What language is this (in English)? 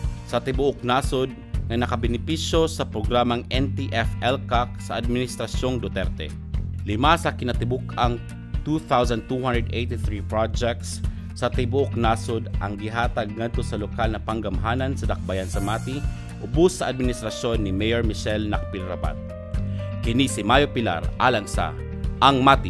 Cebuano